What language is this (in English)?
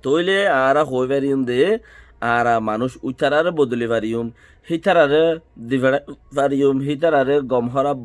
Rohingya